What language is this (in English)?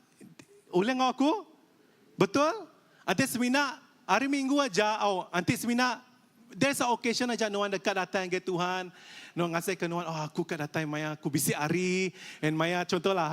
Iban